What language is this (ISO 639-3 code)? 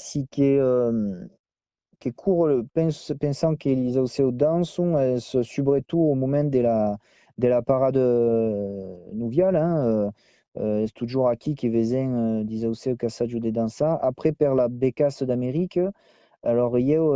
oci